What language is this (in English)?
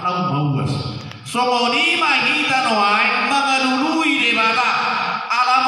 Batak Toba